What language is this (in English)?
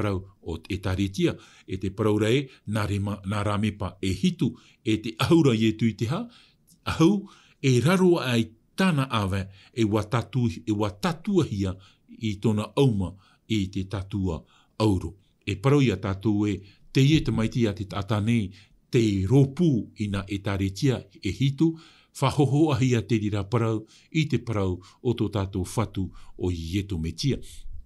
Tahitian